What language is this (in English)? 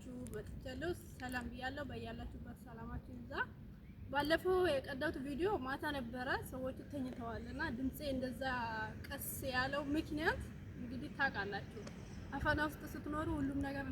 Amharic